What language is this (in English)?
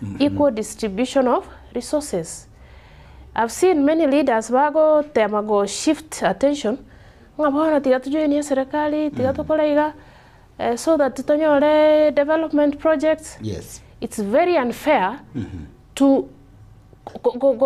Gusii